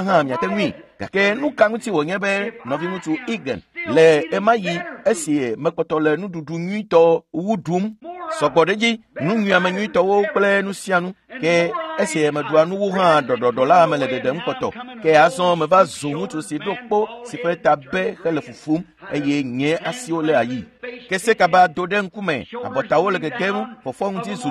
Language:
Ewe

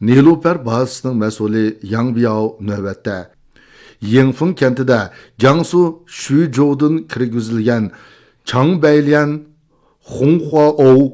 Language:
Uyghur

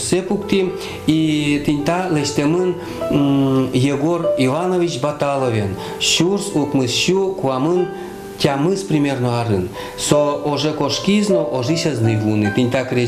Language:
Udmurt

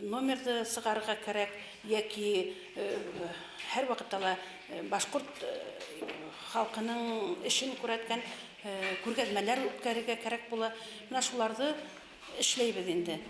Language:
Bashkir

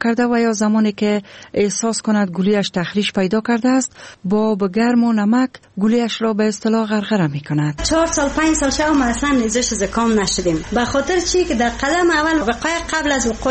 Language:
Persian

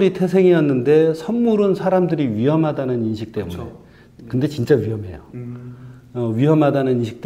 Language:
Korean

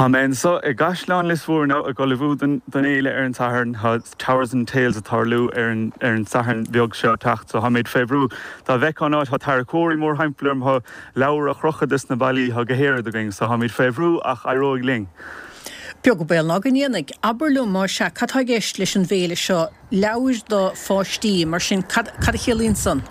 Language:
Irish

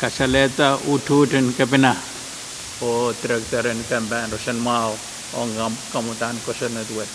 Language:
Pohnpeian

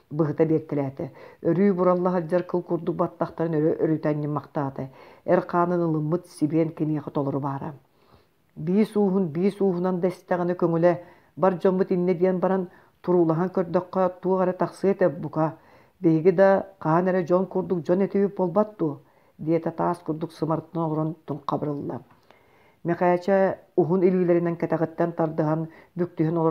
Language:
Yakut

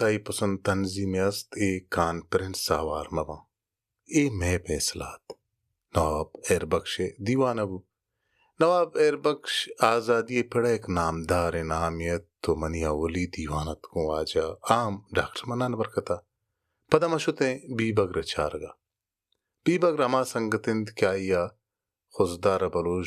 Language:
Baluchi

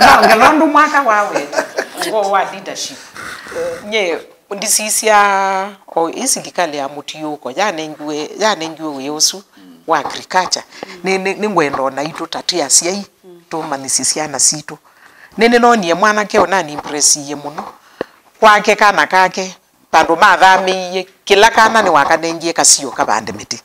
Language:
Kamba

